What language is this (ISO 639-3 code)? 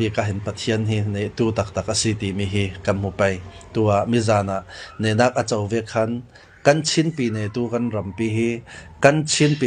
cfm